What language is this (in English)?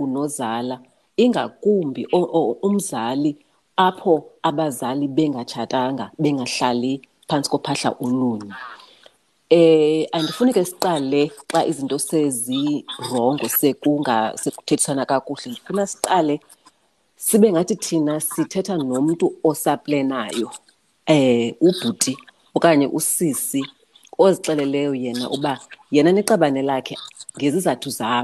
Xhosa